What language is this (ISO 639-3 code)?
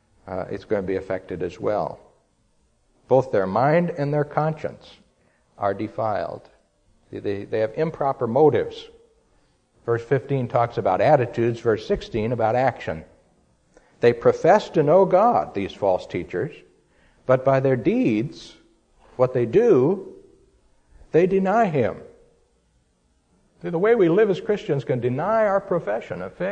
eng